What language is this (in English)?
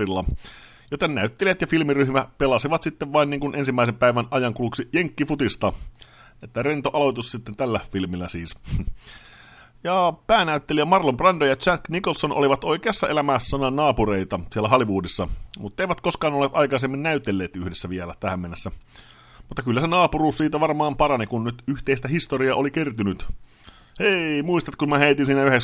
Finnish